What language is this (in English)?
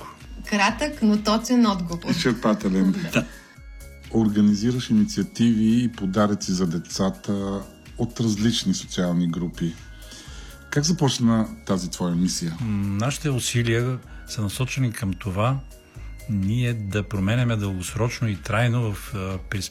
Bulgarian